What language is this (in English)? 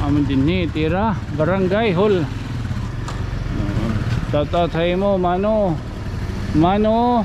Waray